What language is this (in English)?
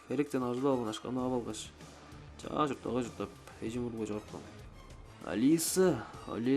Tuvinian